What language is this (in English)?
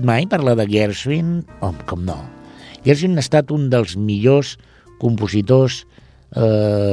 Catalan